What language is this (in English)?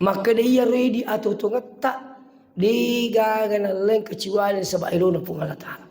Buginese